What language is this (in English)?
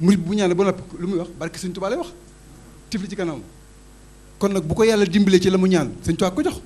Wolof